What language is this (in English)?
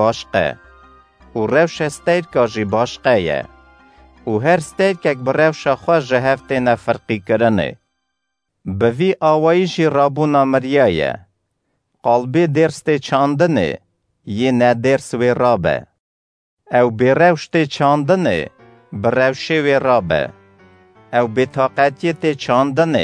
Kurdish